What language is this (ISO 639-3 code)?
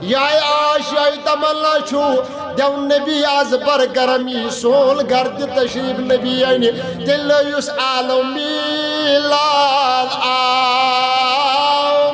kas